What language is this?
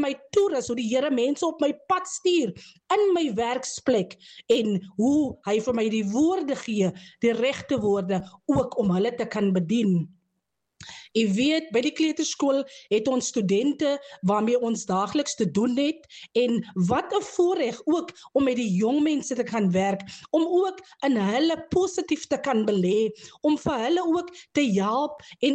Afrikaans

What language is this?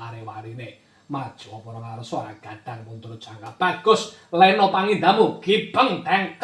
Javanese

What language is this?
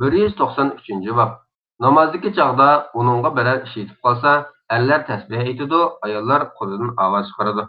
Uyghur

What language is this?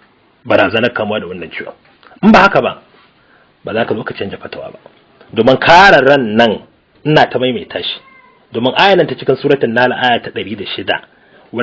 Hausa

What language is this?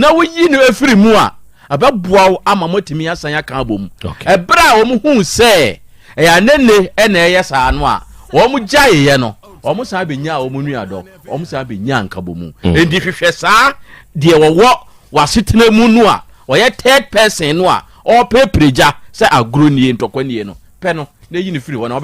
Akan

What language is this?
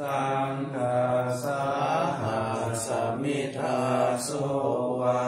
Pali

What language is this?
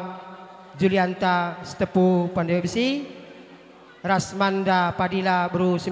Batak Karo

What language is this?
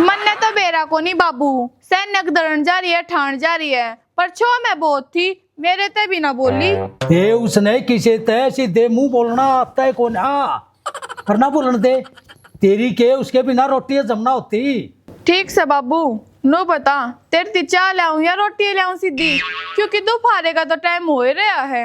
Haryanvi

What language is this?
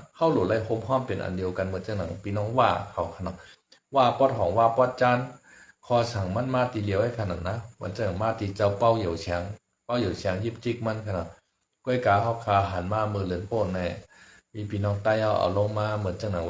Shan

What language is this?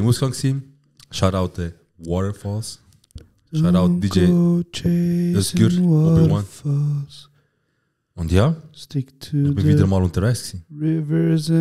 Swiss German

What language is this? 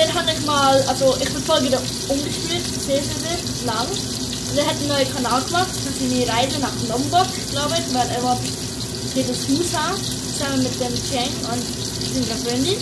Swiss German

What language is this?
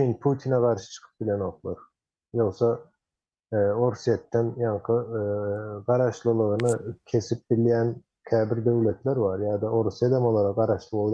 Turkmen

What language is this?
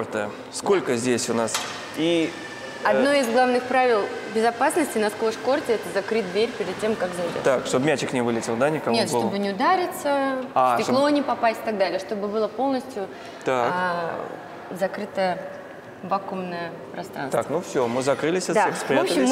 Russian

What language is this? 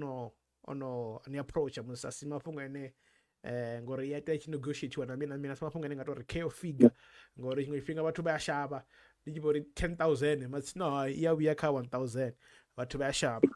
Venda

